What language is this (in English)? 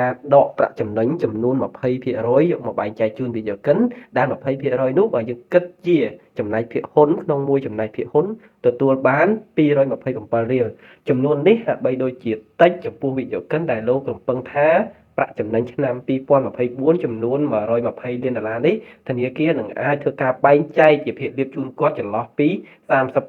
Khmer